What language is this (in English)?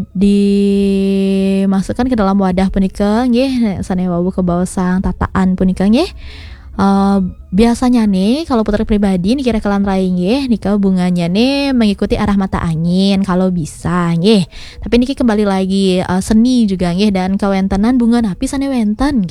Balinese